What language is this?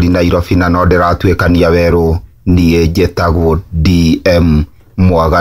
Kikuyu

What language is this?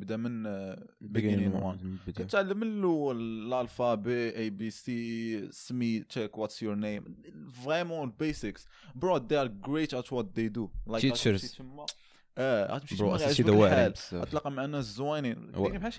Moroccan Arabic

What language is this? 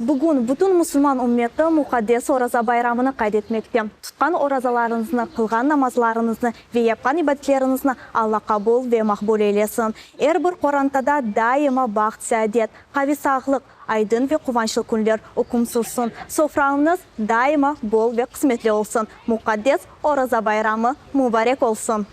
Crimean Tatar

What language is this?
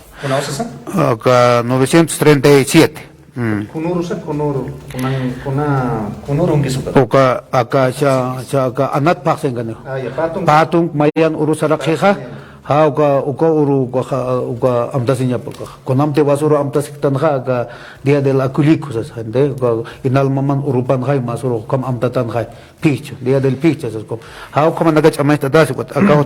Aymara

